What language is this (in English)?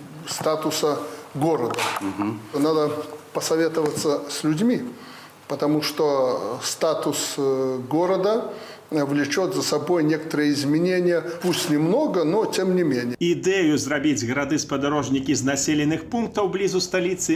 Belarusian